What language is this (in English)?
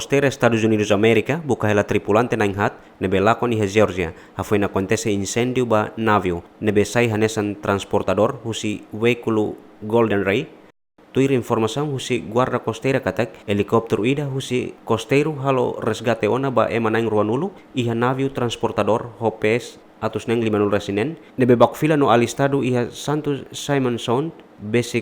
Tetum